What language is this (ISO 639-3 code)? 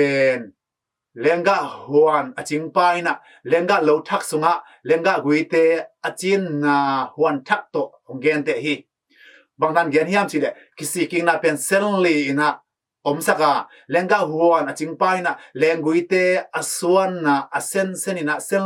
ctd